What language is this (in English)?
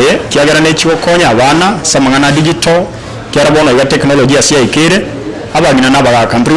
Gusii